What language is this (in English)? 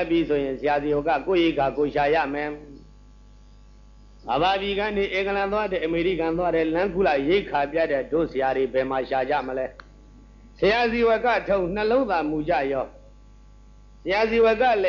Burmese